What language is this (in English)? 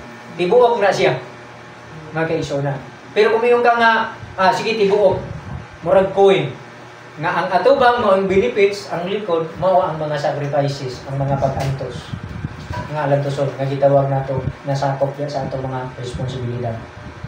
Cebuano